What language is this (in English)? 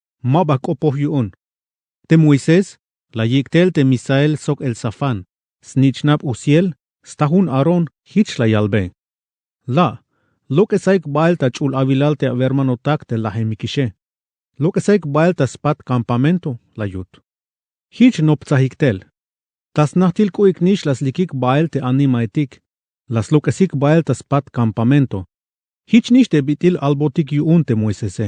Tzeltal